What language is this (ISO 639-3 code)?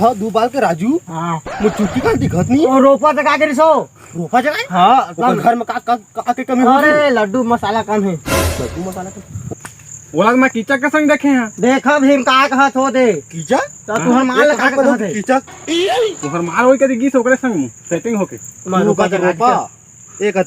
hne